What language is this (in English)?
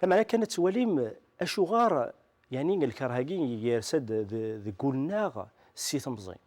Kabyle